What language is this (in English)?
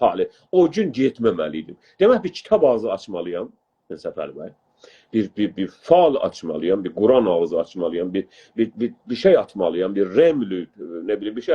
South Azerbaijani